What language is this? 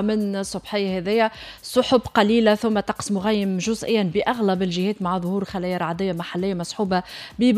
Tunisian Arabic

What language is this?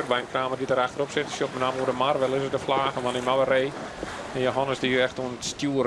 Western Frisian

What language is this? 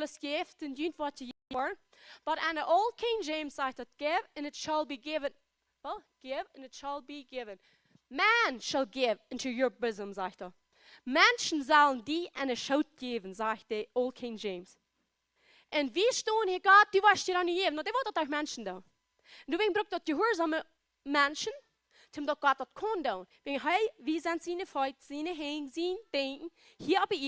Plautdietsch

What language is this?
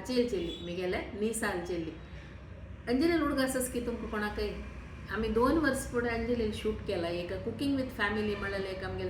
Konkani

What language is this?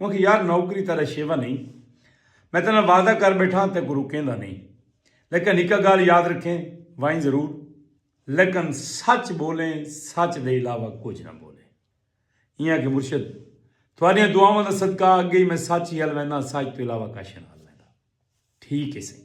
Saraiki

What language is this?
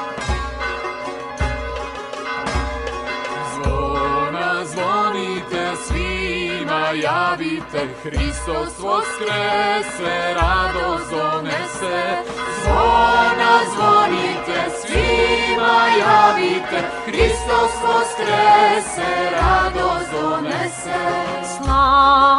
Serbian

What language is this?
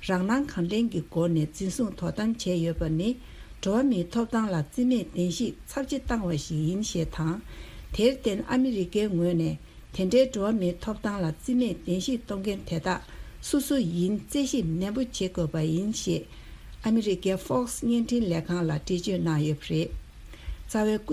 Tibetan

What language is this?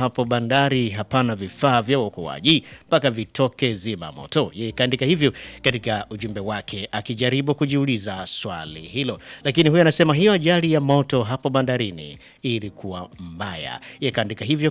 Swahili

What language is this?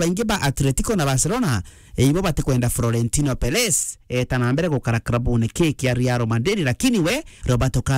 Meru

